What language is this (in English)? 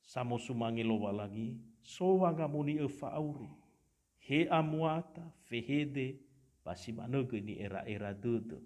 Nias